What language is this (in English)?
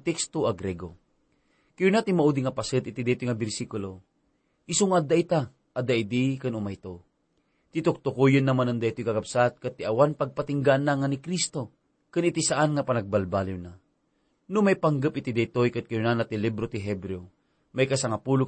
Iloko